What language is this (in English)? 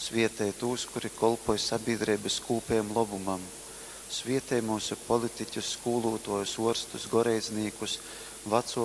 Latgalian